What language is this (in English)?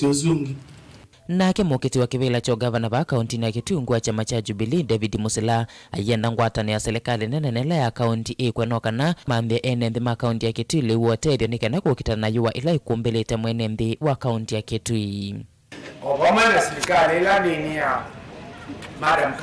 Kamba